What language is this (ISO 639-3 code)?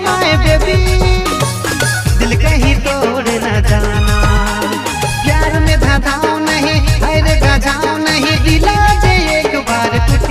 sck